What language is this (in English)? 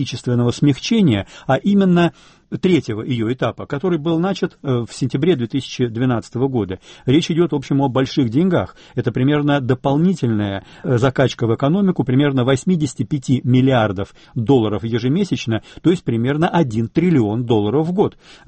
Russian